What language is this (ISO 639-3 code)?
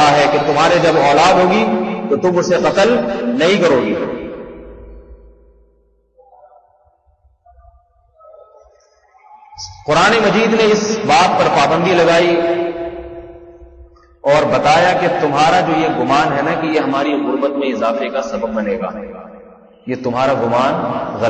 urd